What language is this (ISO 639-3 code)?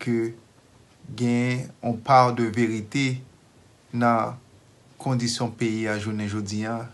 hat